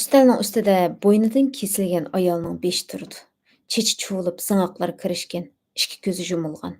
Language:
Uyghur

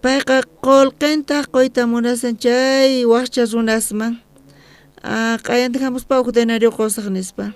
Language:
South Bolivian Quechua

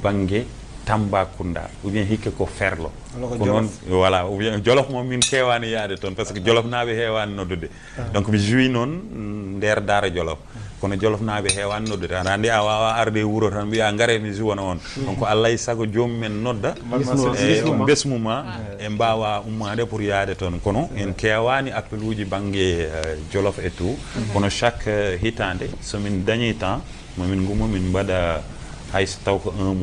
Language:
Fula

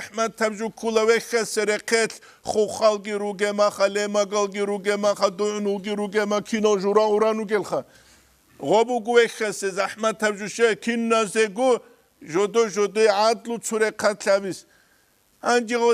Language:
Avaric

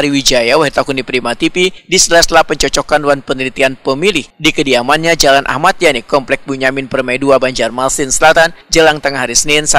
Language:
Banjar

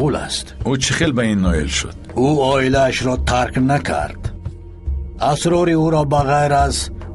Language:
Persian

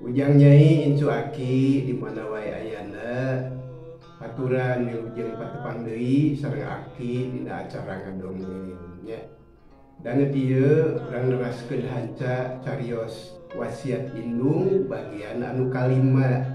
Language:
Sundanese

